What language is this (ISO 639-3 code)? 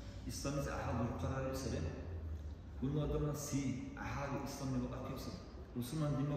dar